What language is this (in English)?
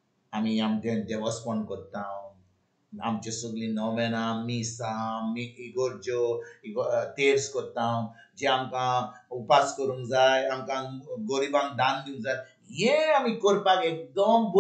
Konkani